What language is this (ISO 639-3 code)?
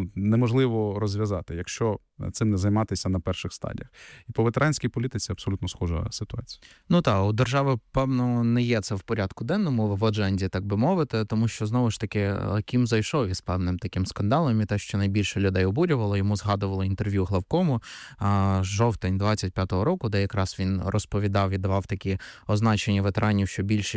ukr